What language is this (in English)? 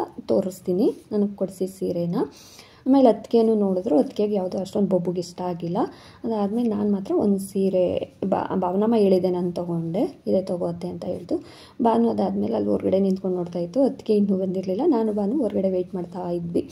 Kannada